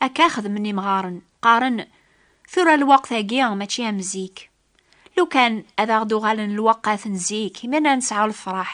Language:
Kabyle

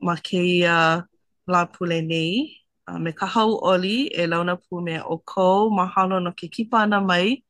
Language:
Hawaiian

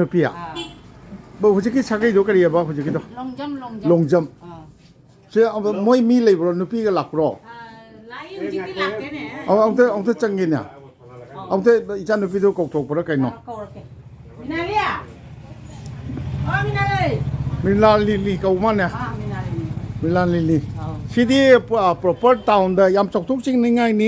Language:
Manipuri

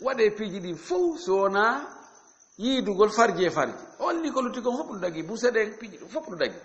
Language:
Fula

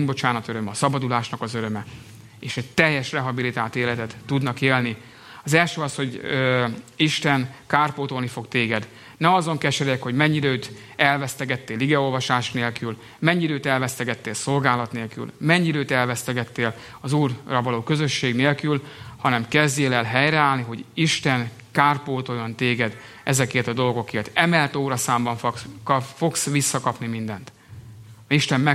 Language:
Hungarian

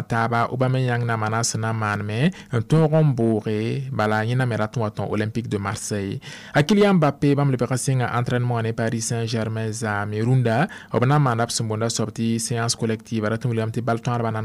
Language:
Mossi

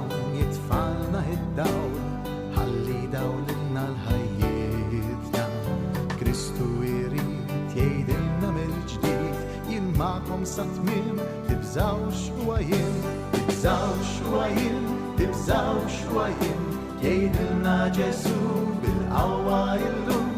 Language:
Maltese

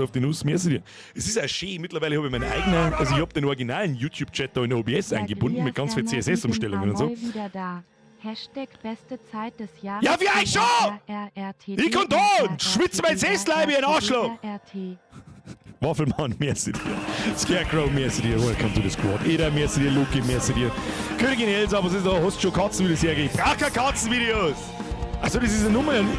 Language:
Bavarian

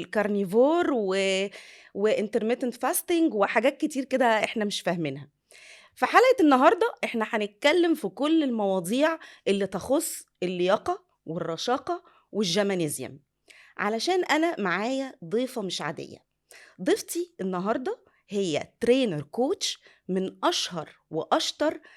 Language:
Egyptian Arabic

